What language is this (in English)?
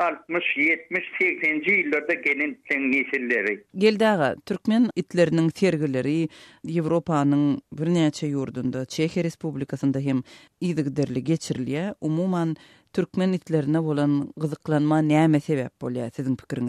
Turkmen